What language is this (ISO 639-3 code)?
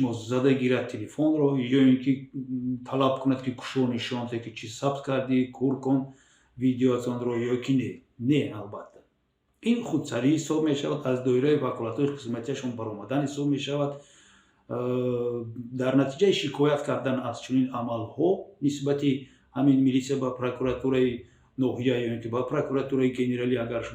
tgk